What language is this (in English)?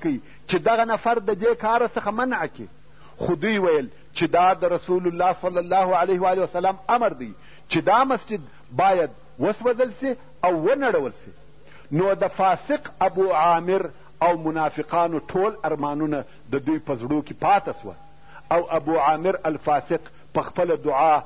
Pashto